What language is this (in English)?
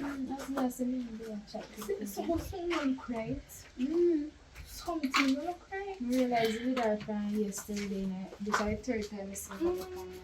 Jamaican Creole English